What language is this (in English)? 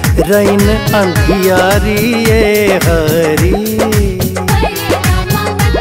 Bhojpuri